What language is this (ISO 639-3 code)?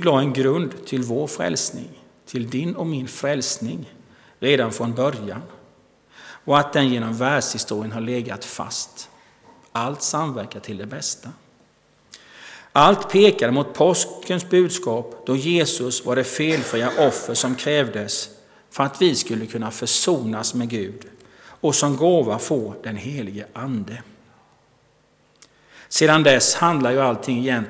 swe